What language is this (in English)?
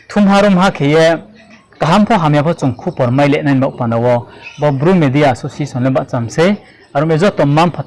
Riang (India)